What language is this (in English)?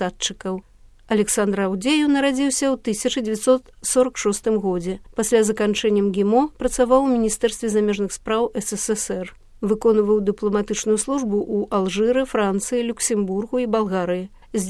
Belarusian